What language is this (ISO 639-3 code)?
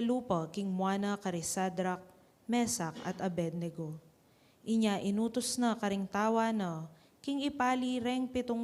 pam